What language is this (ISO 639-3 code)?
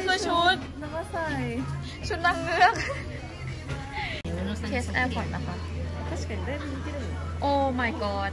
tha